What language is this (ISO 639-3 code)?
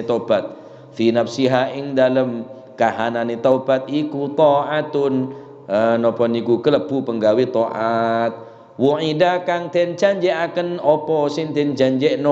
mad